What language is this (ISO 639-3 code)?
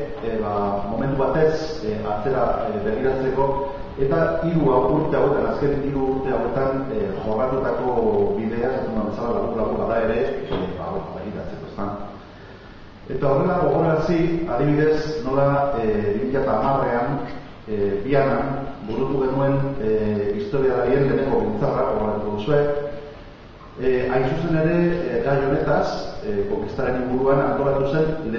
eus